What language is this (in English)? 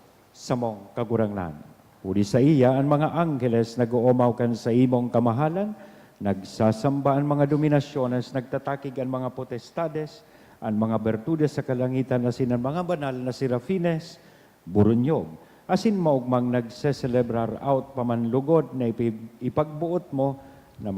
Bikol